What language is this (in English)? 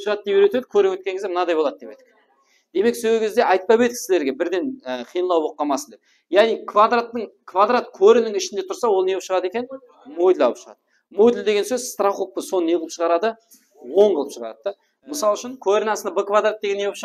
Kara-Kalpak